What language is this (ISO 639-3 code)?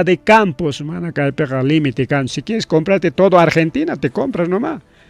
quy